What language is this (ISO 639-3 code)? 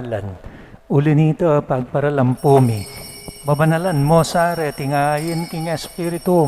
pam